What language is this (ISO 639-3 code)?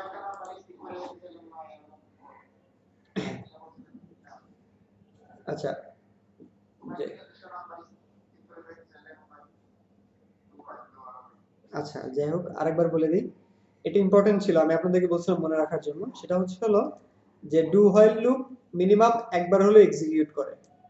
ben